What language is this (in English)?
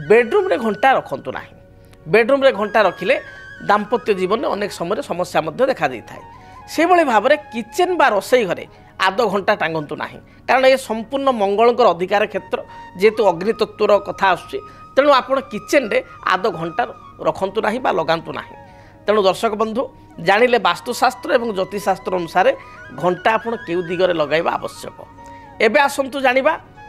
Odia